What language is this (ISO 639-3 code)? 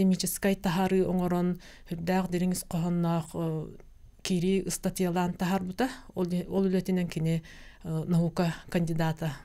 sah